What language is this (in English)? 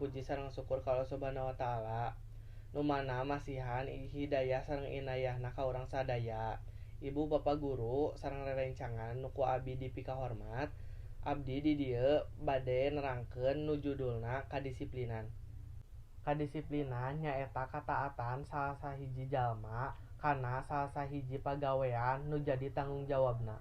Sundanese